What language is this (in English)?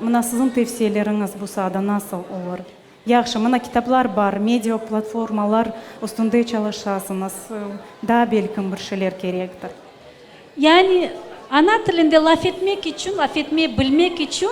Crimean Tatar